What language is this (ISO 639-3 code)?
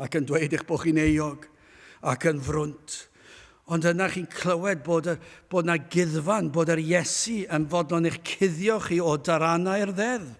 cym